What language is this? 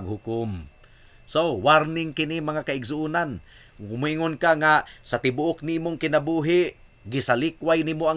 Cebuano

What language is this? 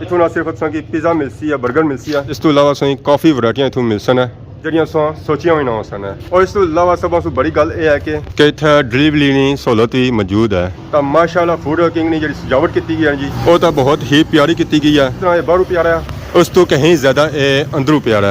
Pahari-Potwari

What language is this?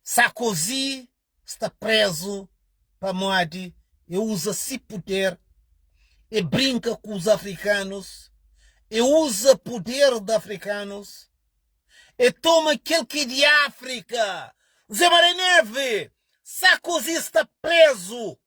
Kabuverdianu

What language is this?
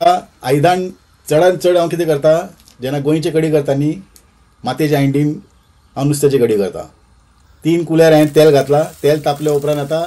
Konkani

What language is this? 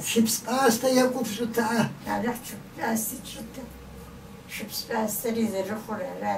Kabardian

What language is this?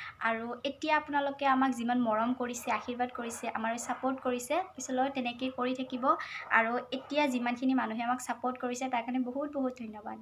Assamese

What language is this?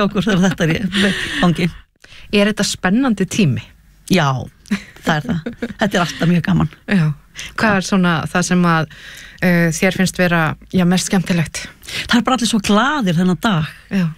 Icelandic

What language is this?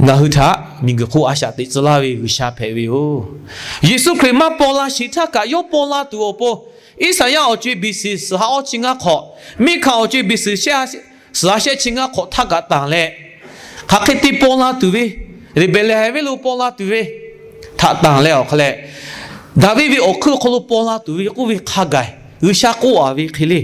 Lahu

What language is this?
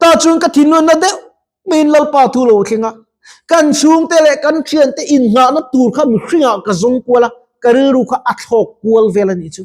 Mizo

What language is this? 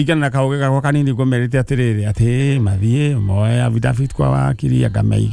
Kikuyu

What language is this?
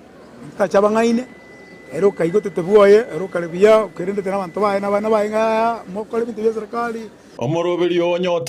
Gusii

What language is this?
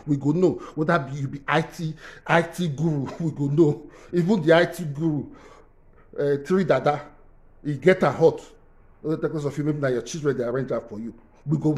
Nigerian Pidgin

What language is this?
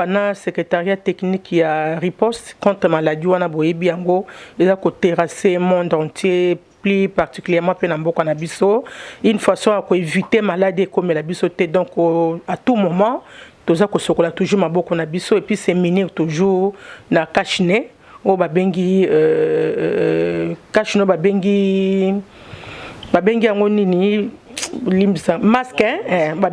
Lingala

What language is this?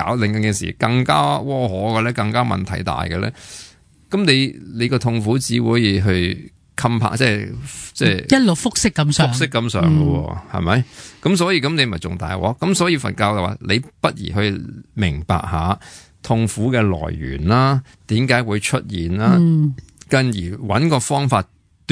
Cantonese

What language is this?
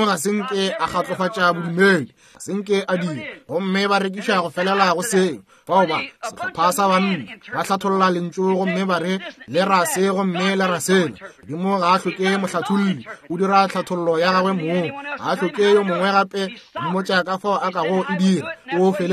Northern Sotho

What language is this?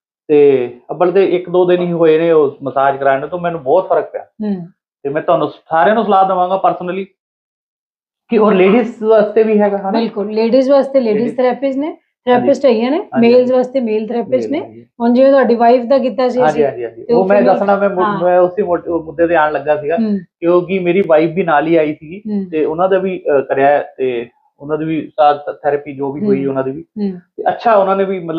Punjabi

